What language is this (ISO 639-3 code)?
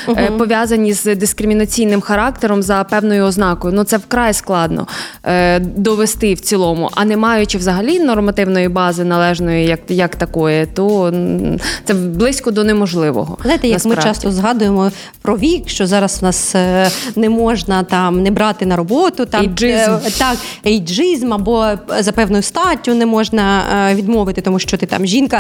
ukr